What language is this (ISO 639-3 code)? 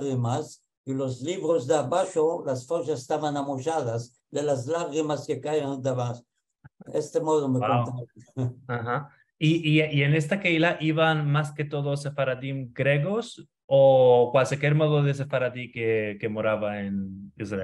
lad